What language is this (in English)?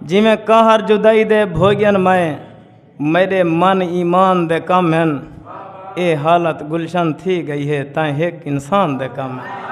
Saraiki